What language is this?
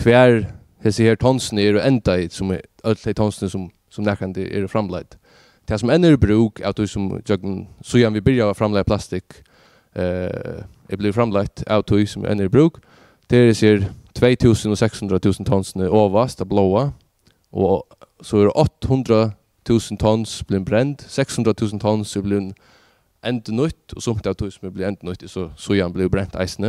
Faroese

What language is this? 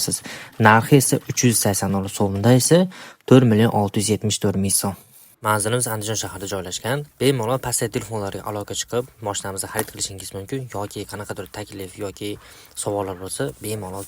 Uzbek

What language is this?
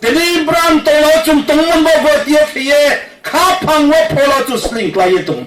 Riang (India)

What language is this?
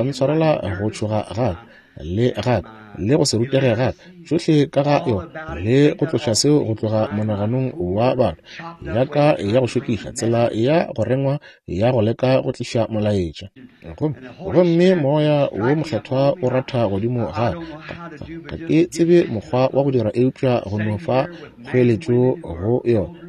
Northern Sotho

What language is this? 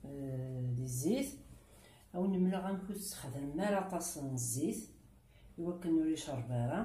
Kabyle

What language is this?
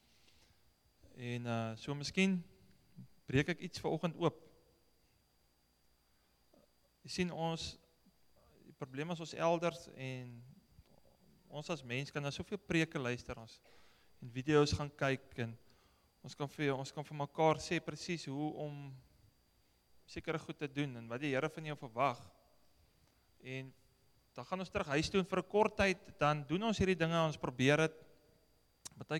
Afrikaans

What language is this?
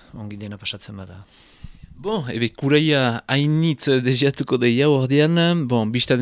Basque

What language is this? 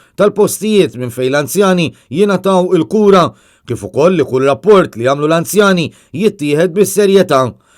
Maltese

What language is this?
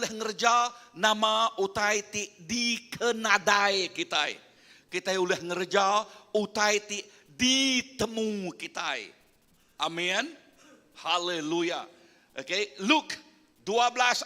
Iban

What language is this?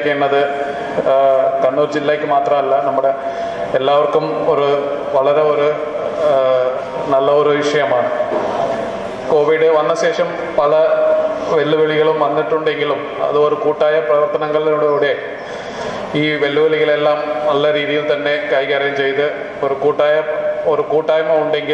Malayalam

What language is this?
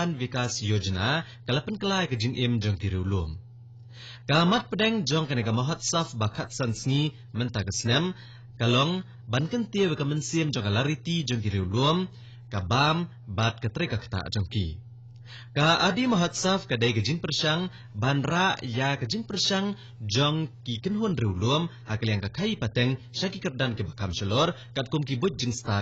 Khasi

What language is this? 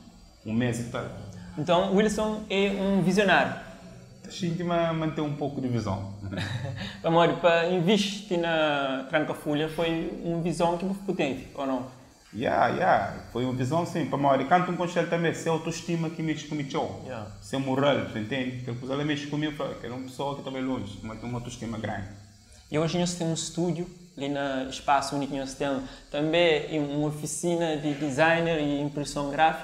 Kabuverdianu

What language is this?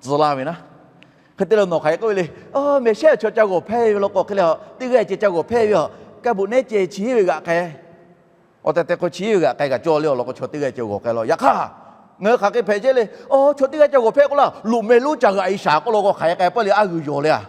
Lahu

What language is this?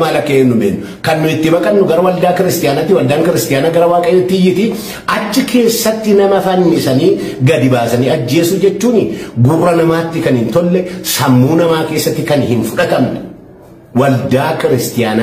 Oromo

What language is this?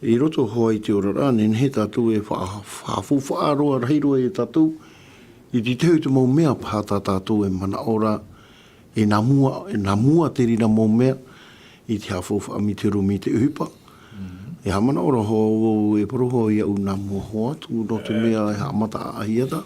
Tahitian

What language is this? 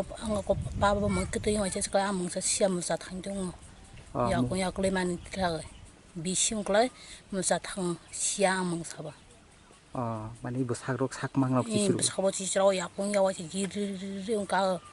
Kok Borok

